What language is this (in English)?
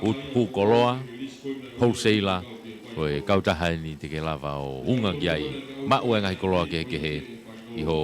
Tongan